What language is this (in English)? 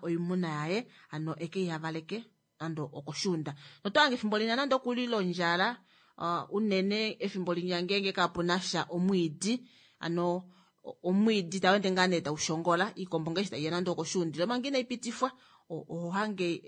Kuanyama